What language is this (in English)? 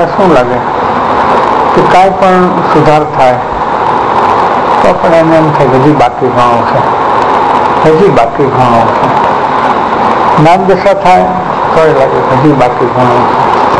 Gujarati